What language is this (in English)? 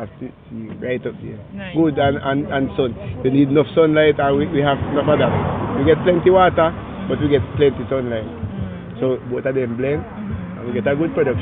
Jamaican Creole English